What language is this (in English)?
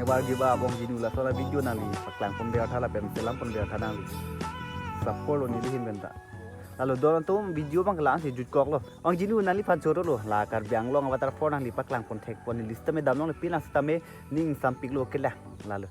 Karbi